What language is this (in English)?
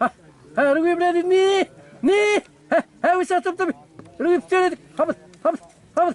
Xavánte